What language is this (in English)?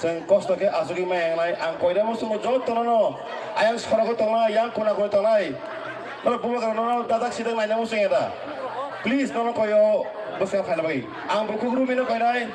Kok Borok